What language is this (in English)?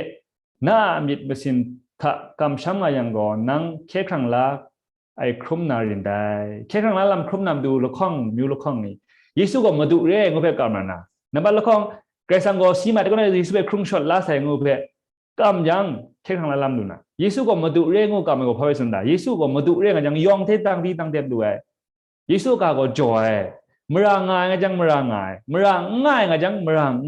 Kachin